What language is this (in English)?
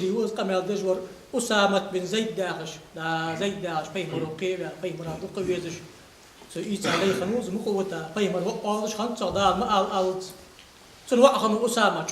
Ingush